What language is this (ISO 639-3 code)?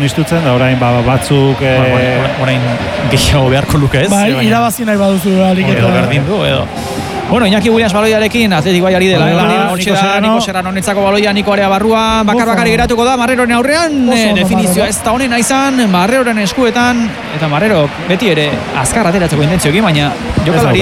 eus